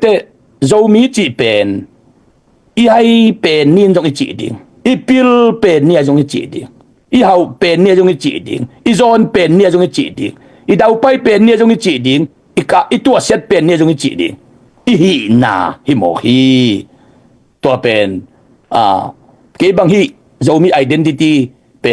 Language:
Tedim Chin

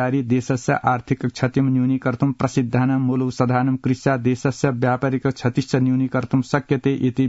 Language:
Sanskrit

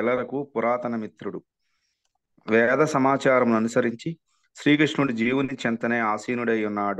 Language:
Telugu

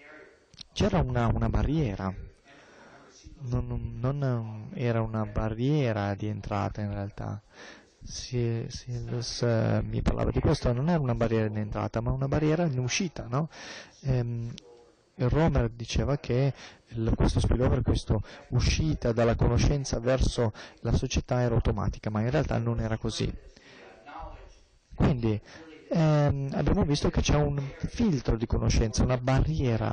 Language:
Italian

